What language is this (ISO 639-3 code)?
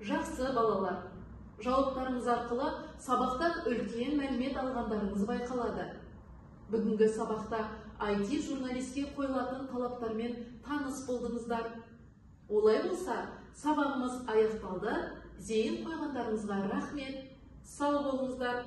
kaz